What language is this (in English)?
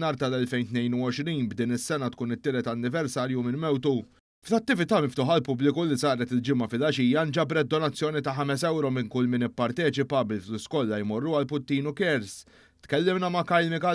Maltese